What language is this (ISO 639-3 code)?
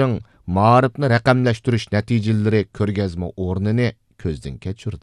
uig